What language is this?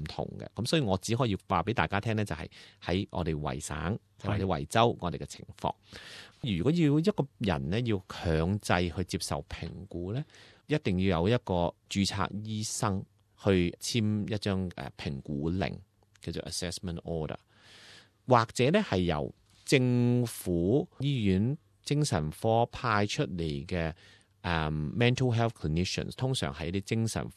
Cantonese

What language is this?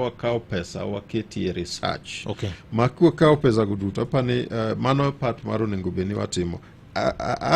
Luo (Kenya and Tanzania)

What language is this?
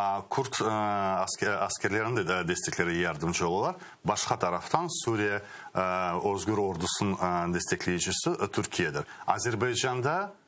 Crimean Tatar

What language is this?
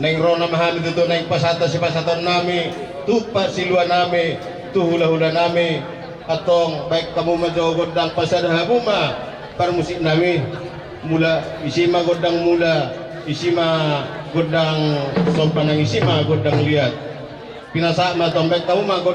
Batak Toba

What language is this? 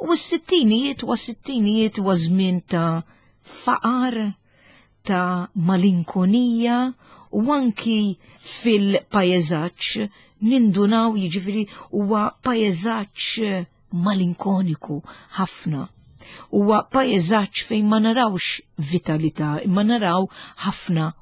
Maltese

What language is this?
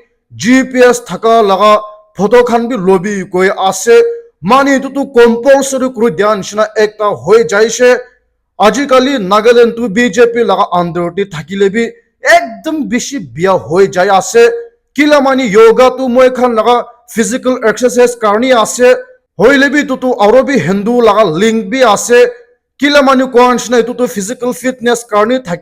Naga Pidgin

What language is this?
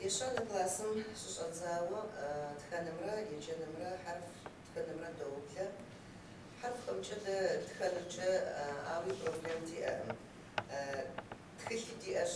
Kabardian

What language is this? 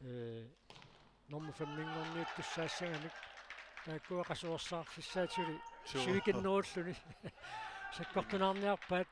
Kalaallisut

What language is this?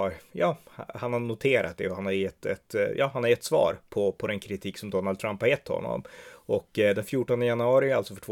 Swedish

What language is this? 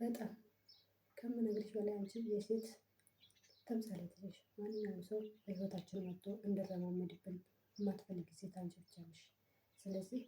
Amharic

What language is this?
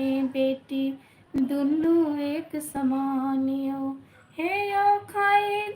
Maithili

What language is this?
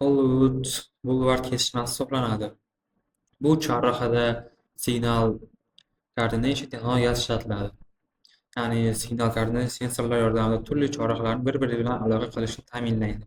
Uzbek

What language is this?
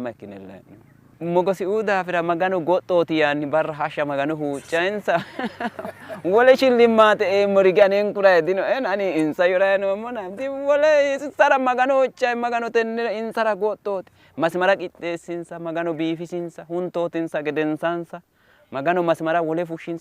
Sidamo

